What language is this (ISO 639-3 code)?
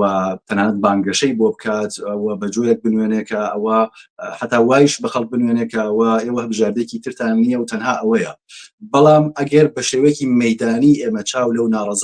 ckb